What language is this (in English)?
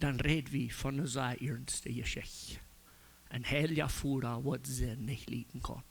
Plautdietsch